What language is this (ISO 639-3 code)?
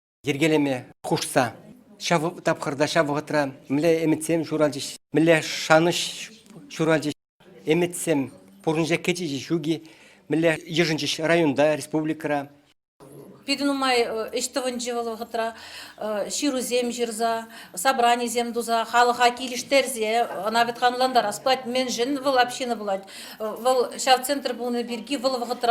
chv